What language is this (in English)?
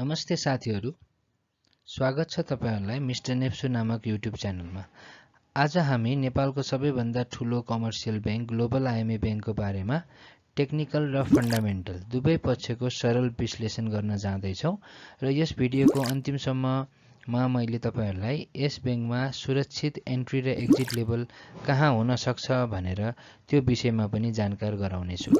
Nepali